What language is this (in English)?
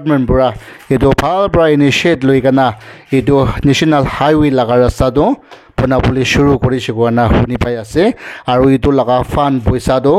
Naga Pidgin